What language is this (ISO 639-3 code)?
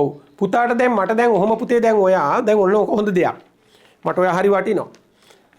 sin